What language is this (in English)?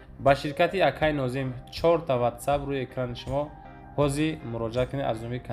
Tajik